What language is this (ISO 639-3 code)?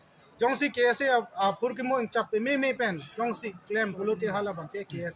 mjw